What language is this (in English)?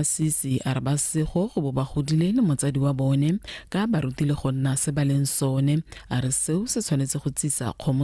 Tswana